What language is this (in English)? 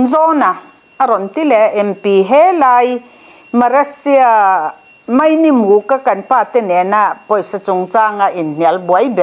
Mizo